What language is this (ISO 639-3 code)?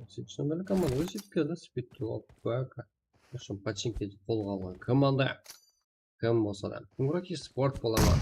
kaa